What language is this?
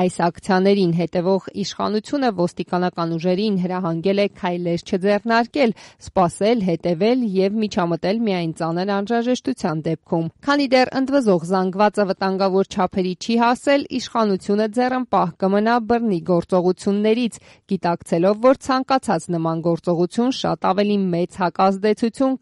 Armenian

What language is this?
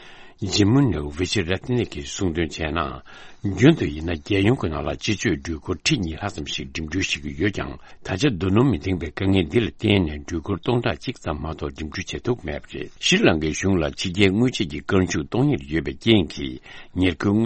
Tibetan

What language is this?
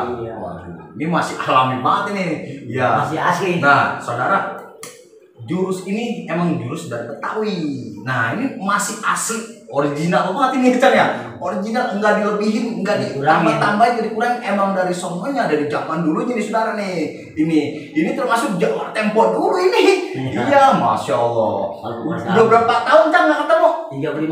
Betawi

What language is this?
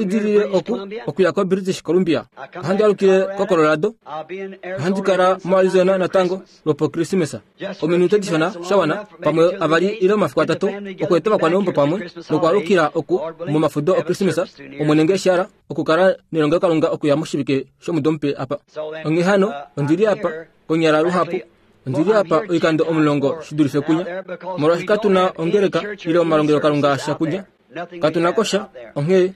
Kuanyama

